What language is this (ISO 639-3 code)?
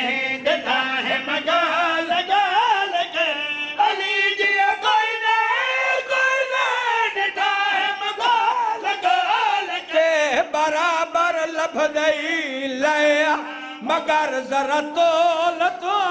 skr